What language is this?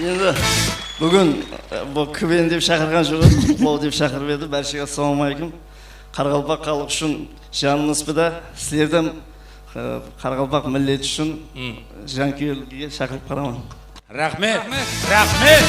Kara-Kalpak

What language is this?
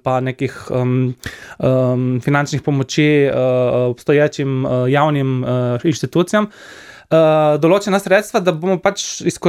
Slovenian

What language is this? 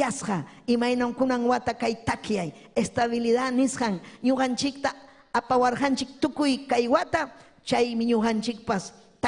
Ayacucho Quechua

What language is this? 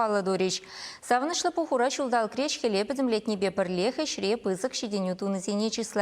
Chuvash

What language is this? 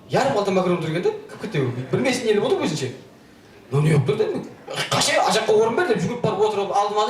Kara-Kalpak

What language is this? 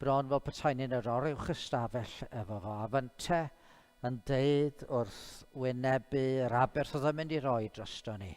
Welsh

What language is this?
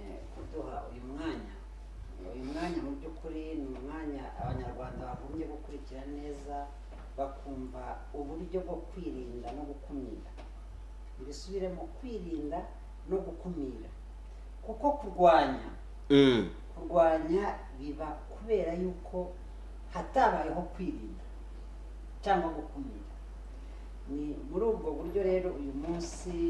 Kinyarwanda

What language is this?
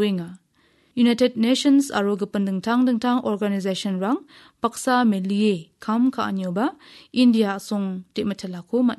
Garo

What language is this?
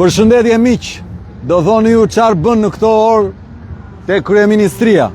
Albanian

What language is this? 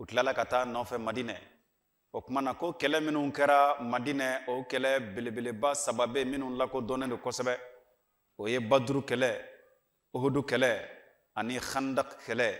Bambara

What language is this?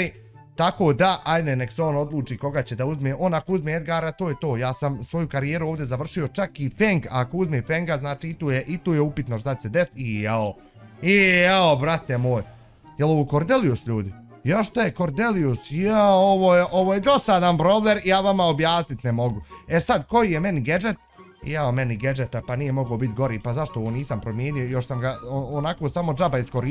Bosnian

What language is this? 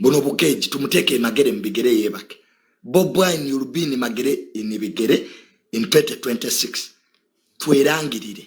Ganda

